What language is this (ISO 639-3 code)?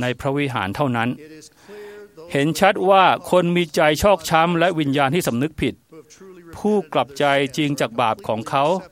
tha